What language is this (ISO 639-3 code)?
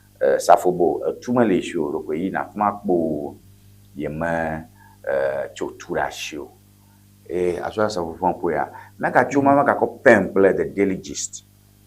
ewe